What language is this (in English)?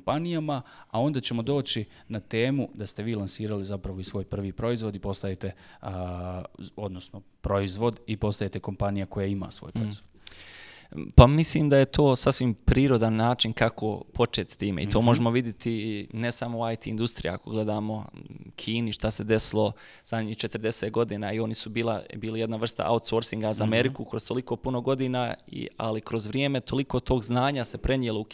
Bosnian